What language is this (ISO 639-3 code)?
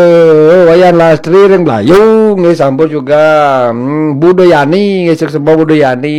ban